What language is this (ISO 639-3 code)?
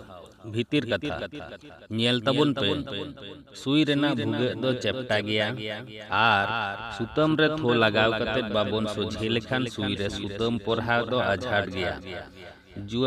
sat